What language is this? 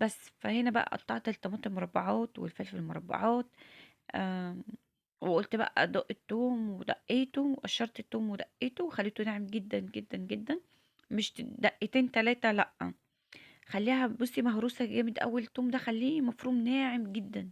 Egyptian Arabic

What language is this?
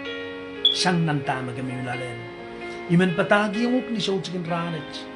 Pohnpeian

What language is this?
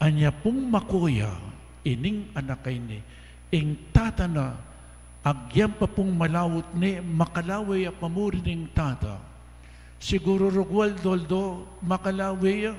Pampanga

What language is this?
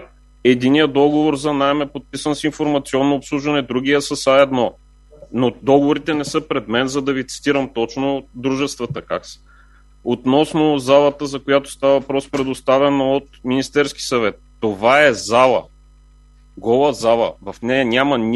Bulgarian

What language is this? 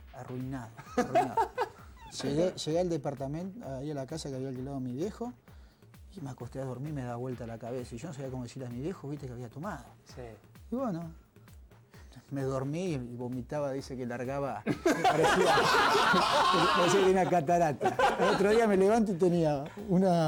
Spanish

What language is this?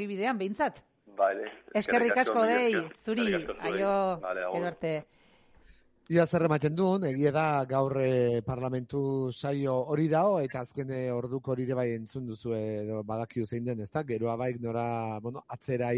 Basque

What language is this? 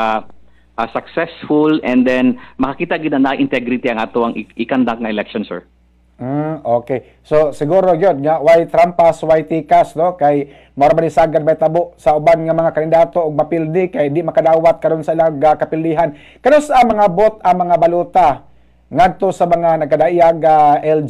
Cebuano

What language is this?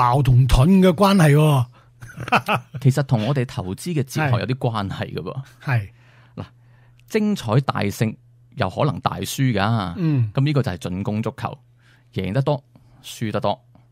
Cantonese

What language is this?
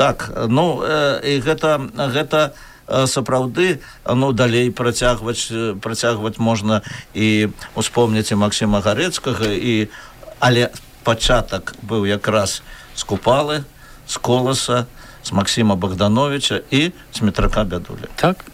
Belarusian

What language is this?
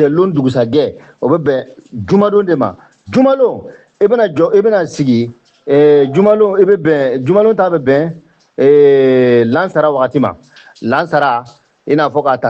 Bambara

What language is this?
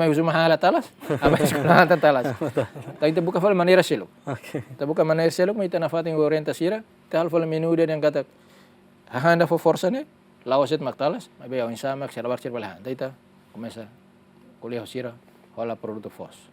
Tetum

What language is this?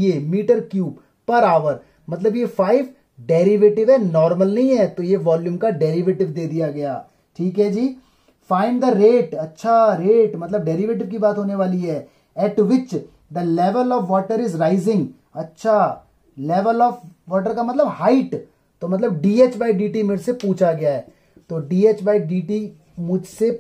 Hindi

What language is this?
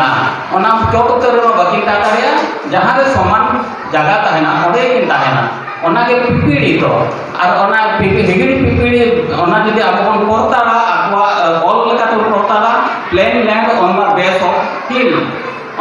Santali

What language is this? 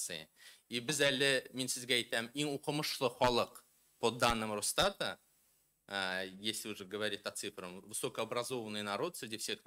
Tatar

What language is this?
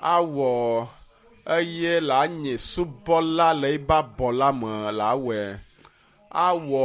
Ewe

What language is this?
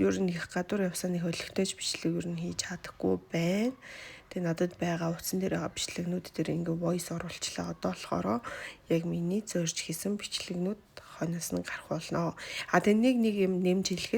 Mongolian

